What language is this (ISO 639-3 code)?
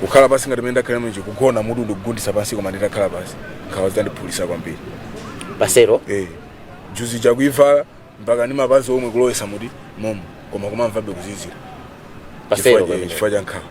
nya